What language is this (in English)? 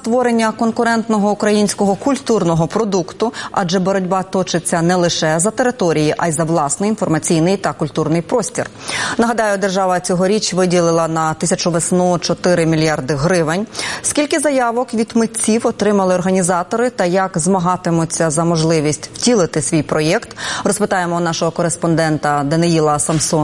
Ukrainian